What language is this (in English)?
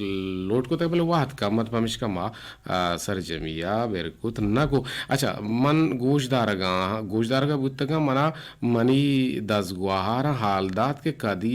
Eastern Balochi